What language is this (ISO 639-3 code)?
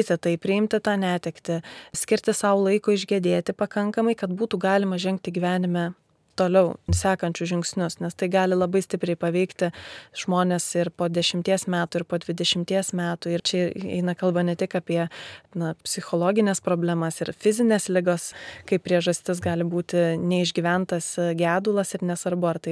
lit